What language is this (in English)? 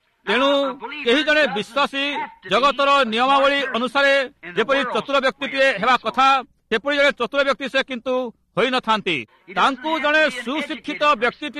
Odia